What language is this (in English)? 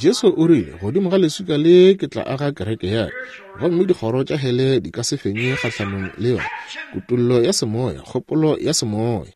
Northern Sotho